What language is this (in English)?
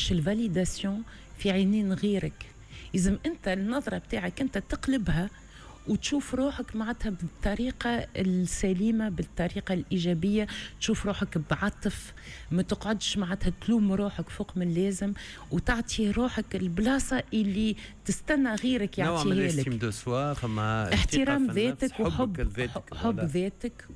Tunisian Arabic